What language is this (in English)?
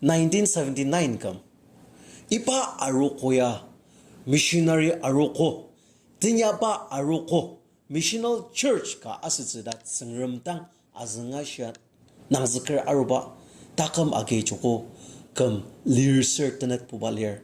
Ao Naga